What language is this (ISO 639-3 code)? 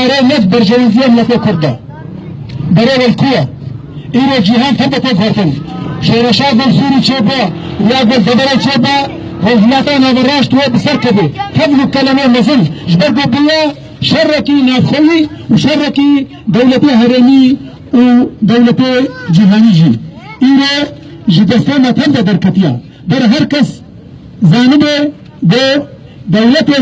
kur